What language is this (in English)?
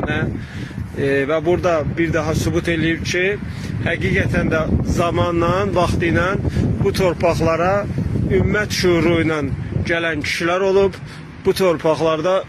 Azerbaijani